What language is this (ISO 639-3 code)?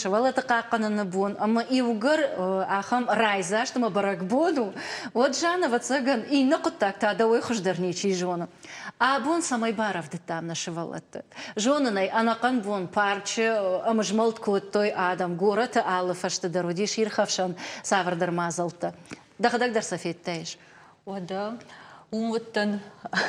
oss